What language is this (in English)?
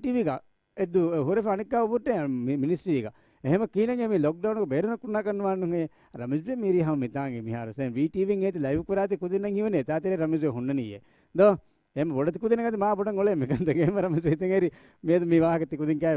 Divehi